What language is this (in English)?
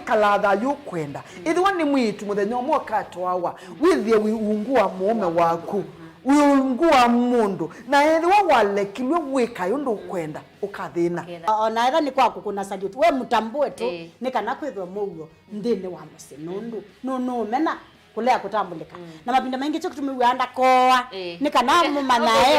Kamba